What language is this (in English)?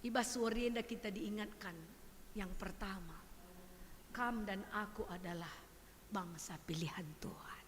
Batak Karo